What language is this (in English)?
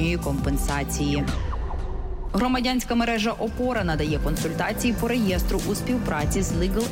Ukrainian